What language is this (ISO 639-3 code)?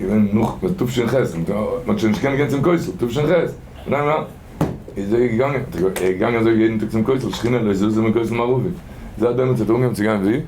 yid